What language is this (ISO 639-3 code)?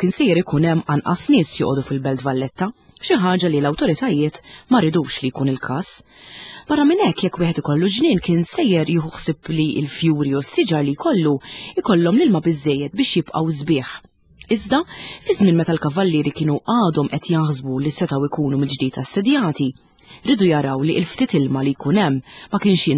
mlt